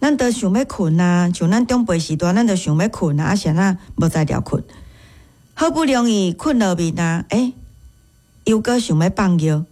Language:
Min Nan Chinese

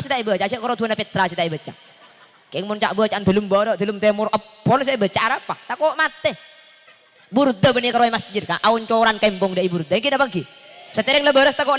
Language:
Madurese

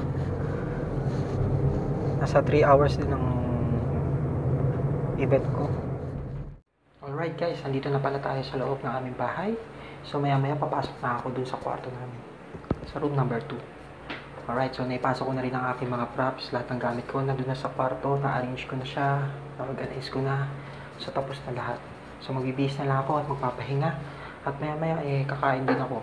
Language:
Filipino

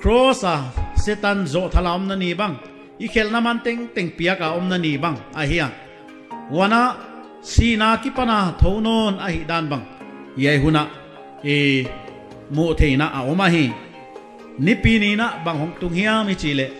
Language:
Paite Chin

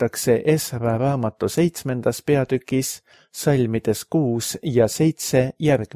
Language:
Estonian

